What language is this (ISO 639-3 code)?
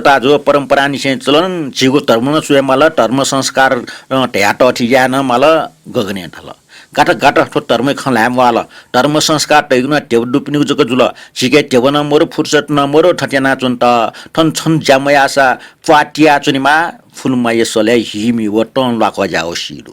new